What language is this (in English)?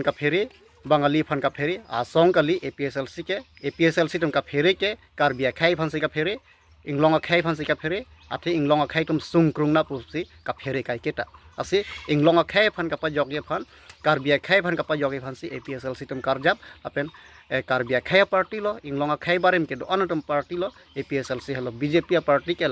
Karbi